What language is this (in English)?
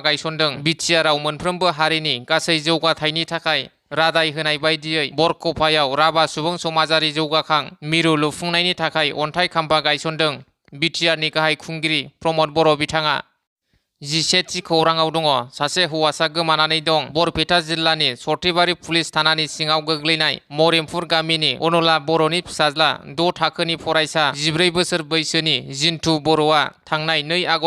Bodo